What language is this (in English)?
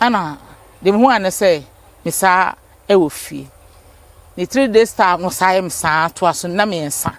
Akan